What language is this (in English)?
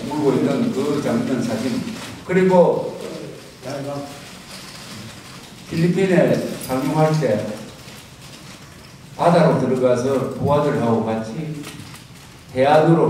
Korean